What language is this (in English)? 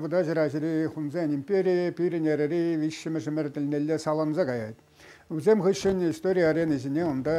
Chuvash